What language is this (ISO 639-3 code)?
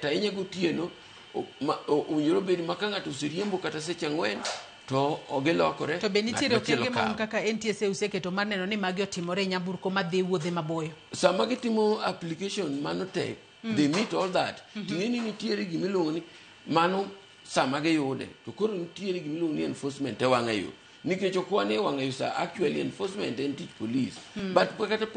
luo